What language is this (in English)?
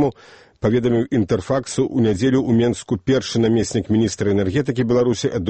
Belarusian